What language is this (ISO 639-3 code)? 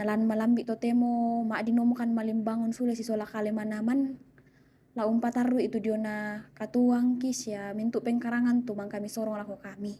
sda